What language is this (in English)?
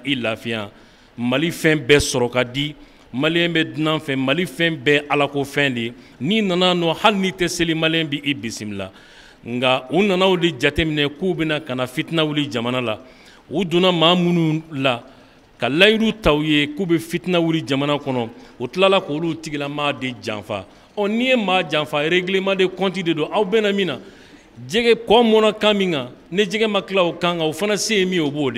Bambara